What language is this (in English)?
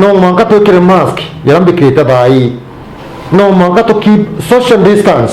Meru